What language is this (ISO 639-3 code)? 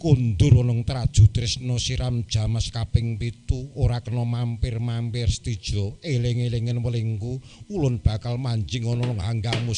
jav